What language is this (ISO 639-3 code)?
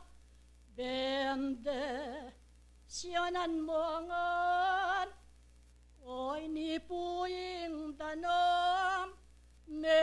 pam